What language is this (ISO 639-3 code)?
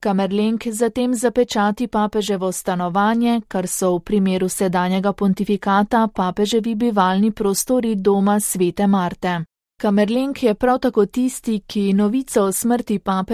slv